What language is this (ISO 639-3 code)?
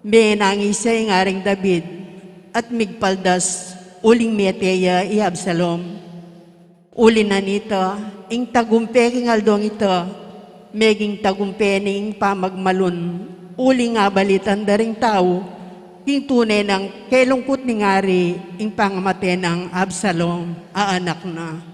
pam